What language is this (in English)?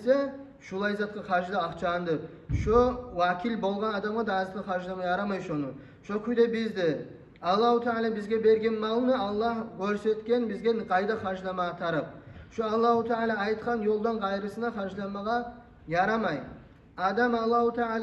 Kumyk